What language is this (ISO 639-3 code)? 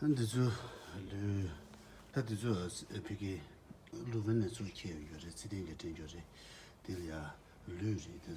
bod